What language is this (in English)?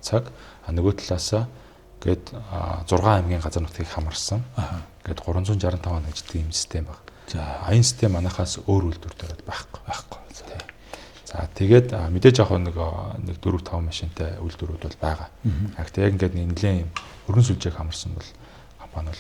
Mongolian